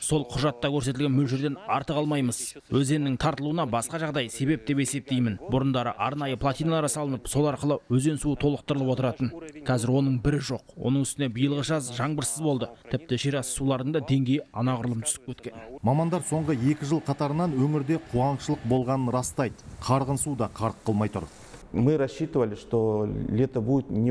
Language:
Kazakh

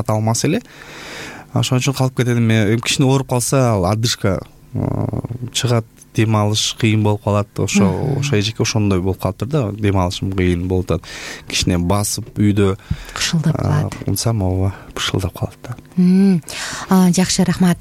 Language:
Kyrgyz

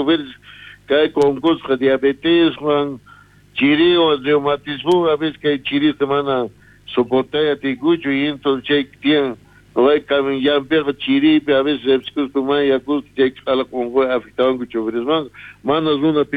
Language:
South Bolivian Quechua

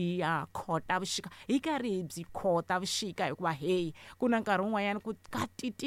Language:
Tsonga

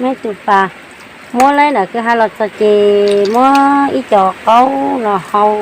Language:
Hmong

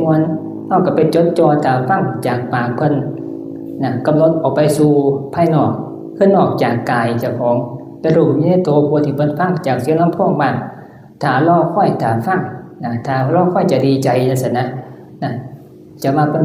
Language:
Northeastern Thai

